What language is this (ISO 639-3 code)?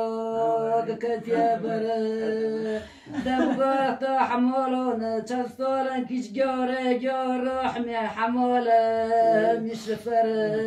kur